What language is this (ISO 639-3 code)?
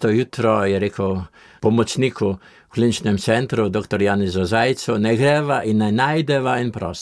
slv